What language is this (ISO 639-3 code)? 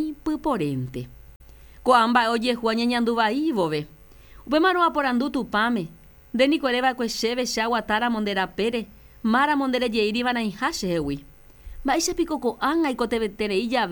grn